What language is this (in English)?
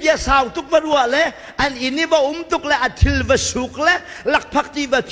Hakha Chin